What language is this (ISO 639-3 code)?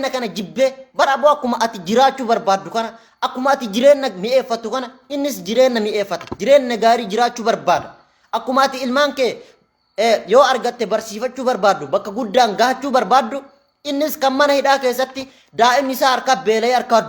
orm